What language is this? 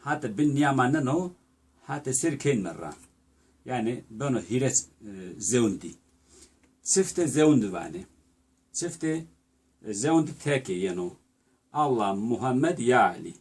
Zaza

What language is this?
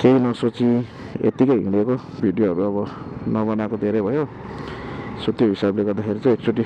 Nepali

